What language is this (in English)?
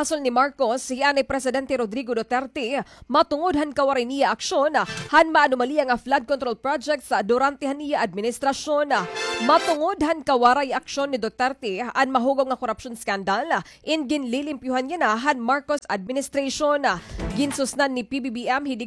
Waray